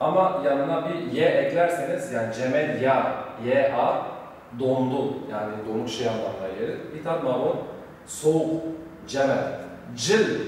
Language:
Zaza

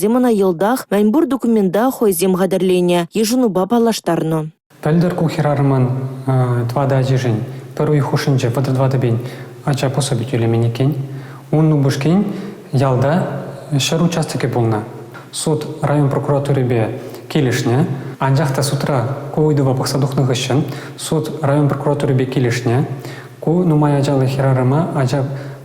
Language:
Chuvash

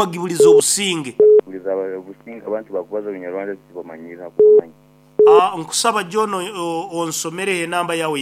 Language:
Nyoro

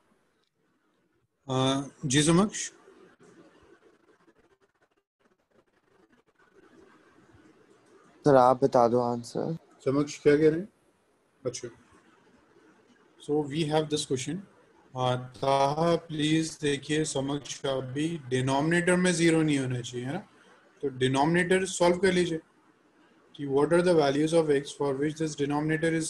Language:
Hindi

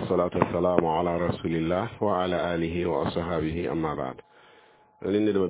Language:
Mossi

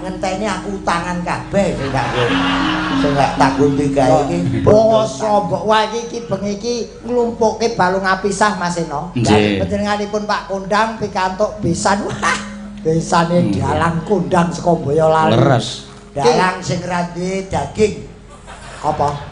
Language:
Javanese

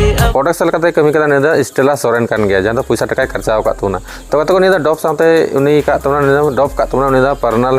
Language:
Santali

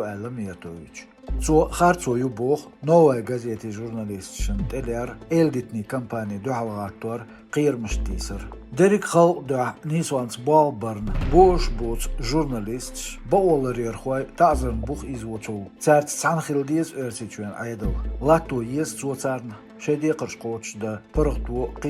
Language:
Chechen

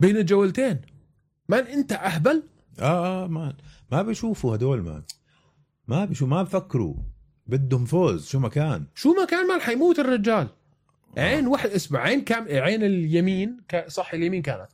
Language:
North Levantine Arabic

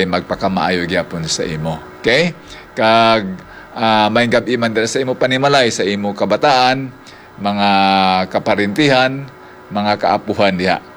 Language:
Hiligaynon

